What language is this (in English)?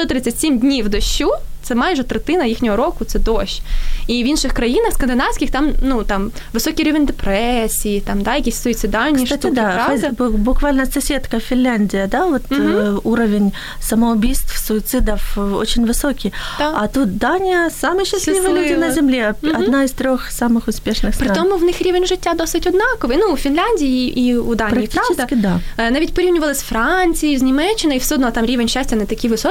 Ukrainian